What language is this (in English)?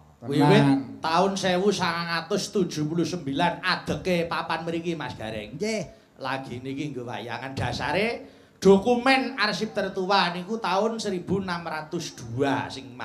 Javanese